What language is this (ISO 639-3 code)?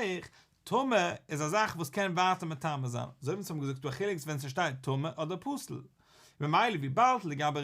yid